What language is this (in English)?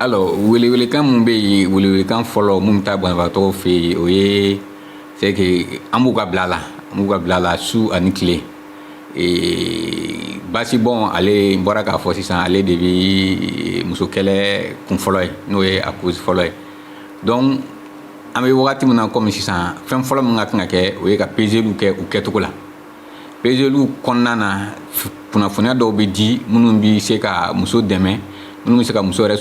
Bambara